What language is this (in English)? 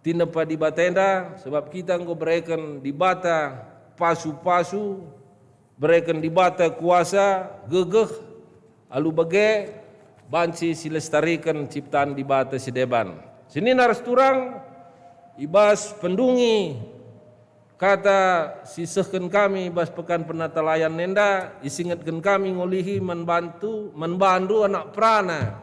Batak Karo